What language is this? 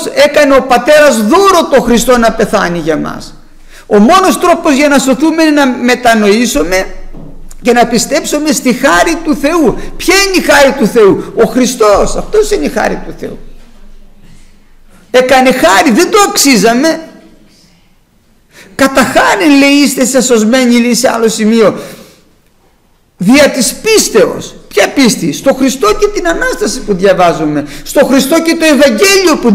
Greek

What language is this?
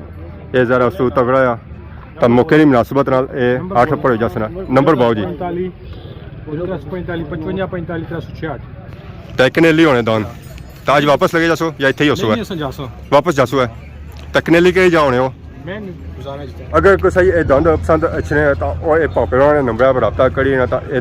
Pahari-Potwari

